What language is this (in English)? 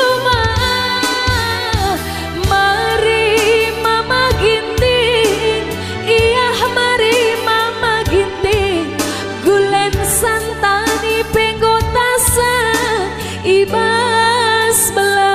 Batak Karo